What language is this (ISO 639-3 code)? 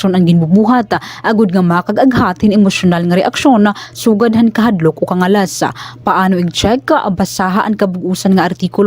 war